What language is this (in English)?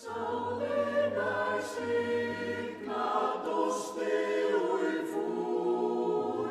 Faroese